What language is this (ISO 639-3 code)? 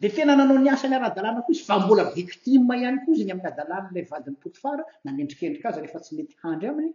mlg